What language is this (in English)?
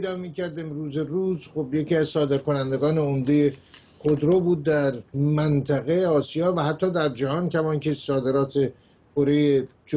Persian